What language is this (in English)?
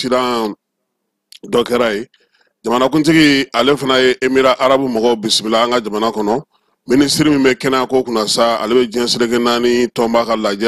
Bambara